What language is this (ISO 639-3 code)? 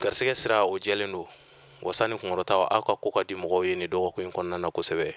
bam